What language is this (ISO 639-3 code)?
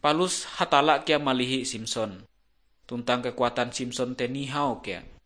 nij